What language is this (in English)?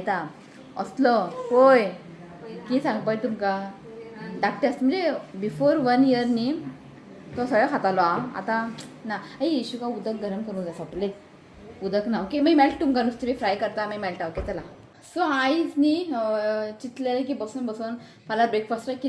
Konkani